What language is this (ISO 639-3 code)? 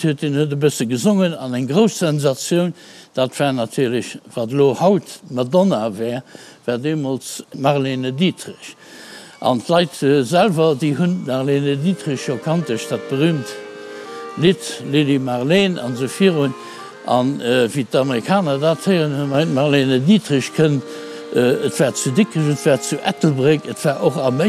ltz